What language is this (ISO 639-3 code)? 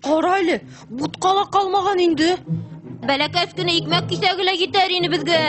bak